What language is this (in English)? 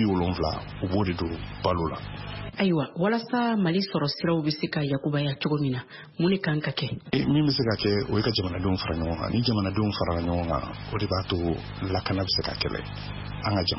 Bambara